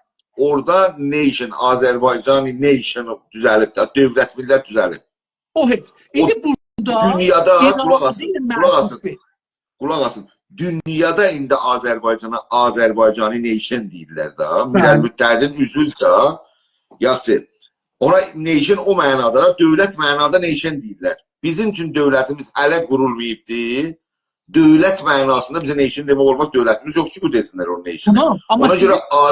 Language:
South Azerbaijani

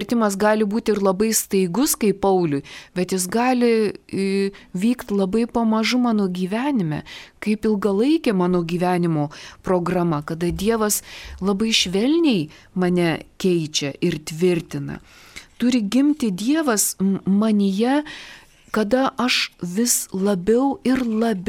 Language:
Lithuanian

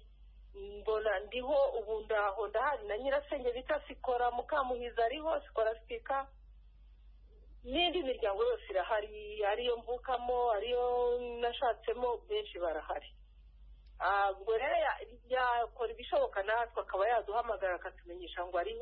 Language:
Kinyarwanda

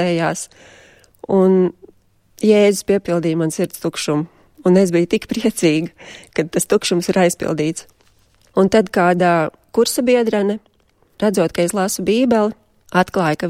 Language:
Latvian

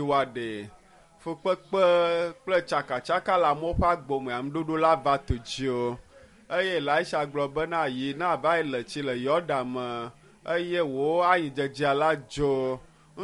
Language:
Ewe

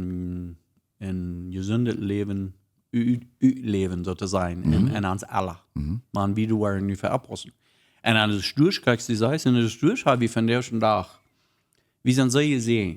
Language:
Plautdietsch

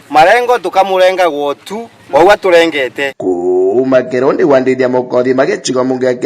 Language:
Meru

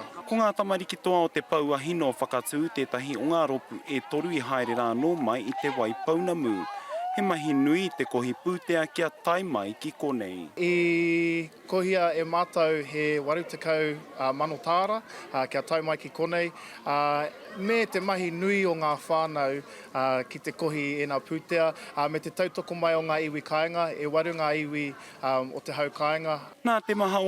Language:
Māori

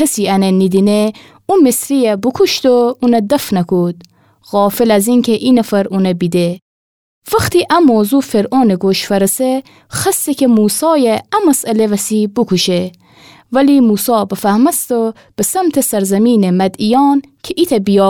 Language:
Gilaki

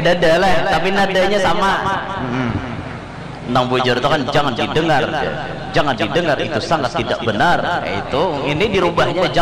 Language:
Banjar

